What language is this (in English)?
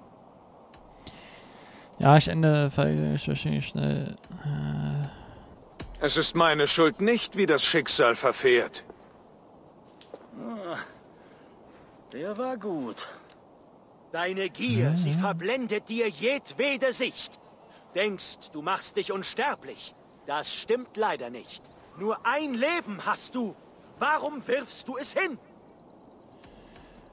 German